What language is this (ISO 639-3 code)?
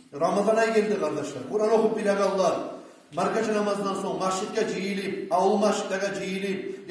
kum